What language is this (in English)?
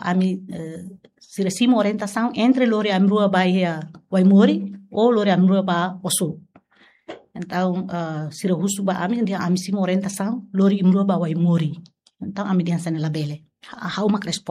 Tetum